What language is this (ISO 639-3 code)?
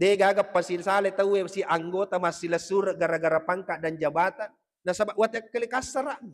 bug